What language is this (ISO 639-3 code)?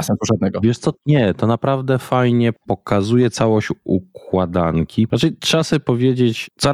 pol